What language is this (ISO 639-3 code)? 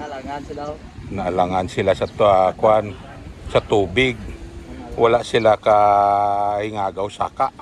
hil